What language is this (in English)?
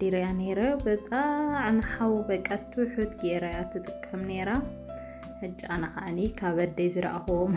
Tigrinya